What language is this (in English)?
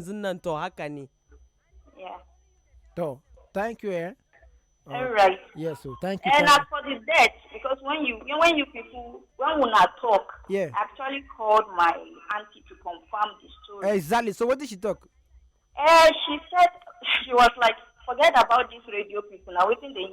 Nigerian Pidgin